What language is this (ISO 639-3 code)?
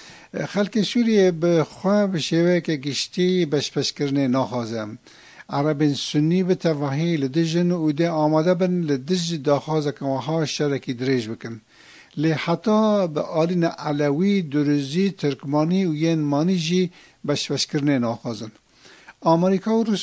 kur